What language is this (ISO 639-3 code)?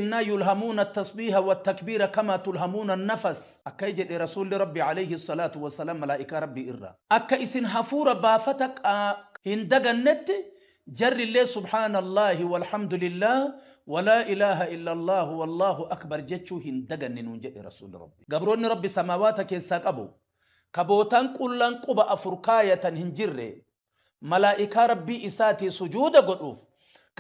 orm